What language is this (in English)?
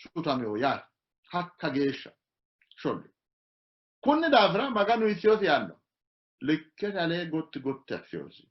Sidamo